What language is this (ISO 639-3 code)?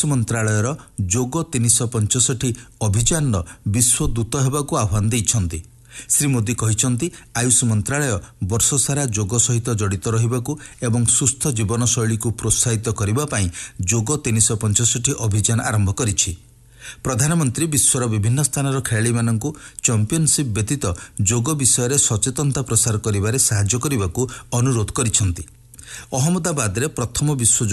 ori